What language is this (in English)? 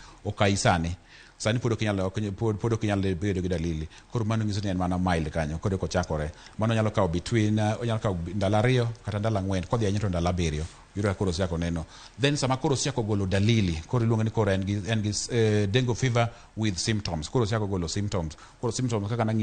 Luo (Kenya and Tanzania)